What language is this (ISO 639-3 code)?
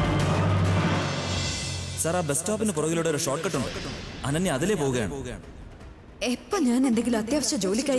mal